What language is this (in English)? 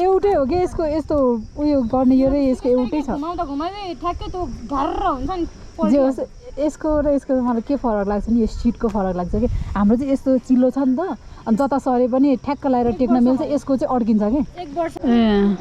Nepali